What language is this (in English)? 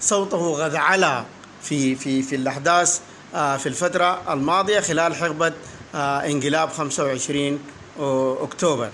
Sudanese Arabic